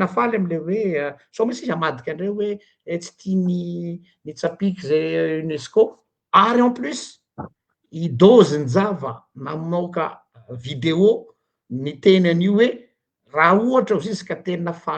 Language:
Malagasy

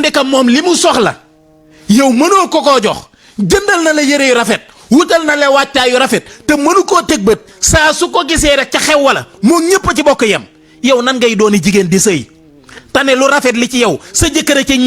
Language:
Wolof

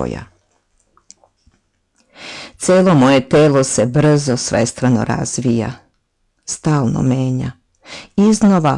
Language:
Serbian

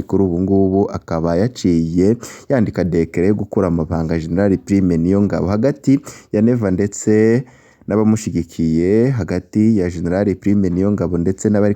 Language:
Rundi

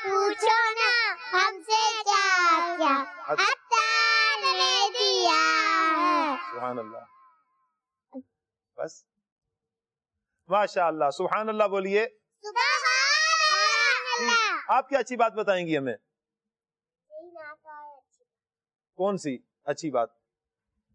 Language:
Urdu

